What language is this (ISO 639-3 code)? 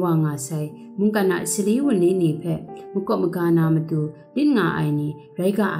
kac